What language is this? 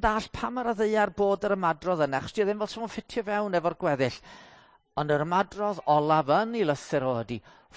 Welsh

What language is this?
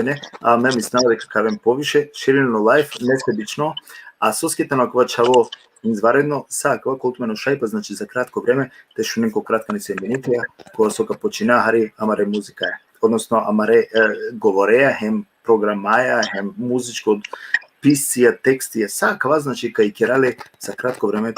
Balkan Romani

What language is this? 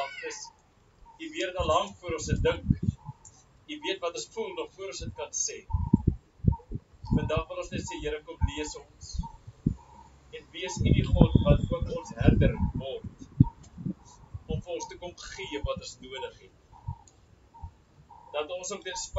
Afrikaans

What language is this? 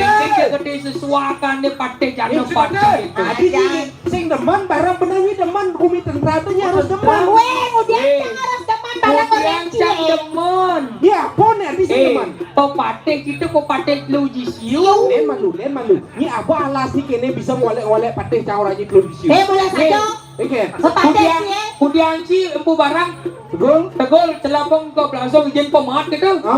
Balinese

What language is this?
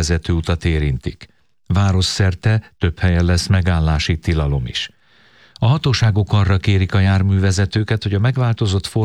Hungarian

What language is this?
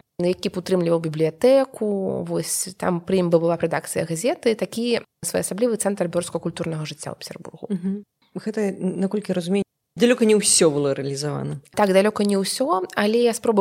Belarusian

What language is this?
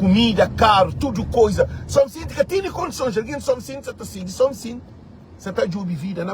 Kabuverdianu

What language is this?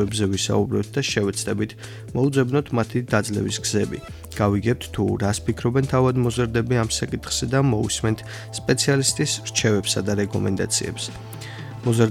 Georgian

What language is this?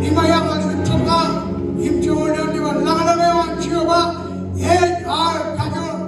Marshallese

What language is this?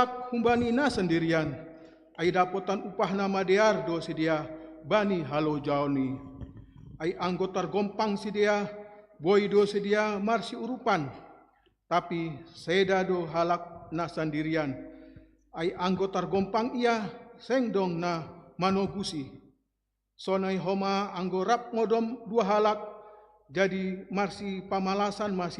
Batak Simalungun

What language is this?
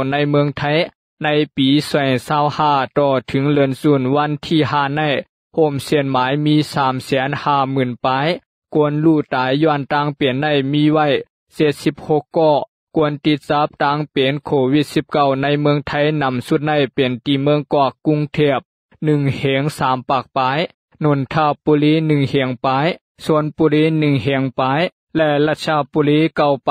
Shan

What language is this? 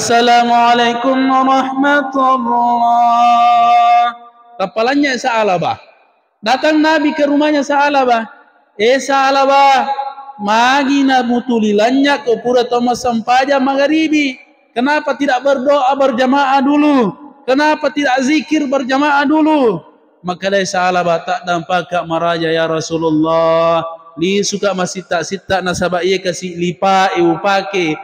Buginese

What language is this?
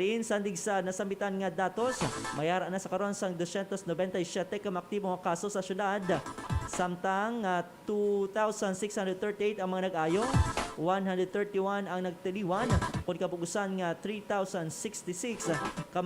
Hiligaynon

